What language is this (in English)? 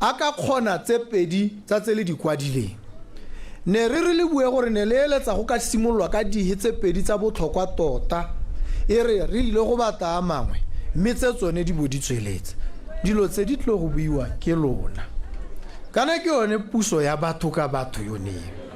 Tswana